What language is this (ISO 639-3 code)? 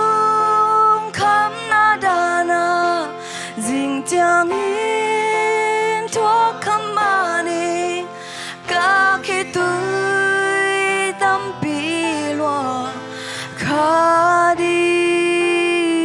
ctd